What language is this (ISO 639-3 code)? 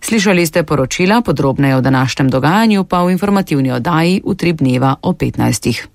slv